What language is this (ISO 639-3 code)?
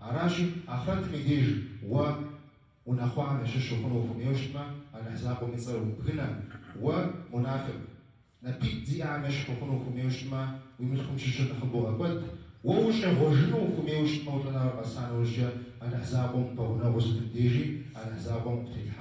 kbd